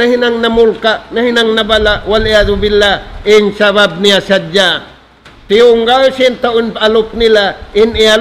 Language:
Tausug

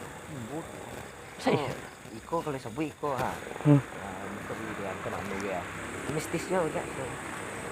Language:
Minangkabau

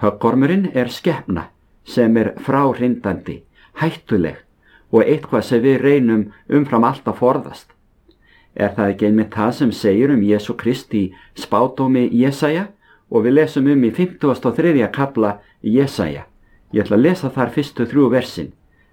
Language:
Icelandic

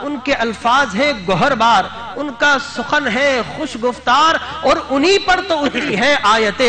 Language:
Urdu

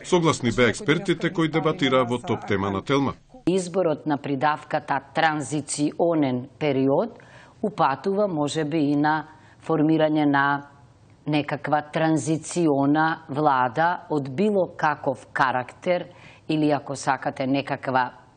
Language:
Macedonian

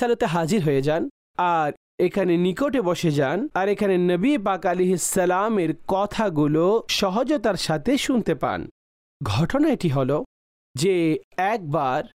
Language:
Bangla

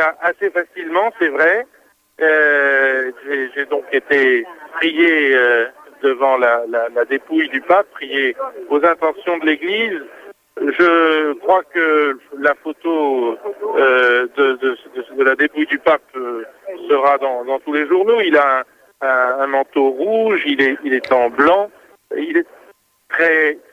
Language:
French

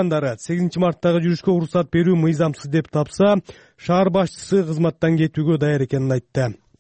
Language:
Kyrgyz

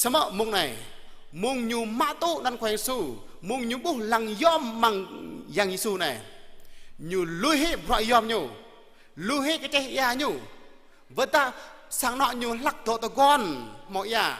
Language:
Jarai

